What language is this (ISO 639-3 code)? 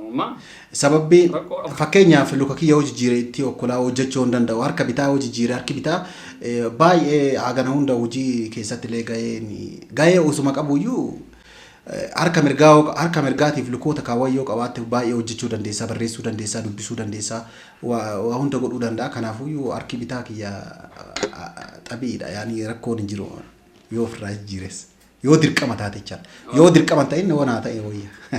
orm